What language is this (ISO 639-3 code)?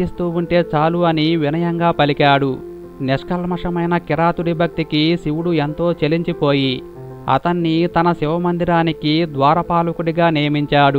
tel